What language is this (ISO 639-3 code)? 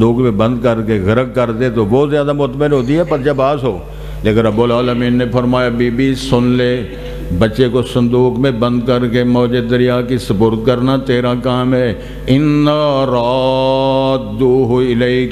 urd